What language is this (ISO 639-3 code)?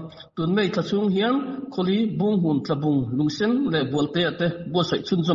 lus